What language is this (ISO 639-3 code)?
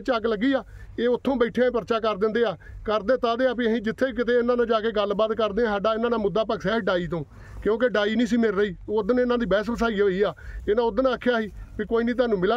pan